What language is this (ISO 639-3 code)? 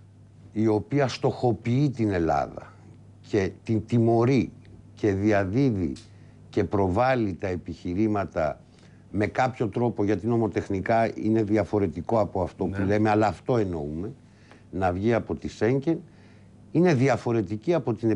ell